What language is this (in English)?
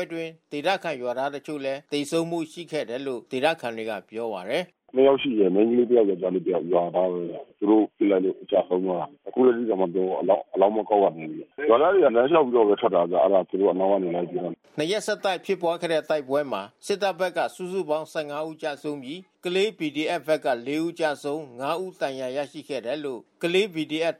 Burmese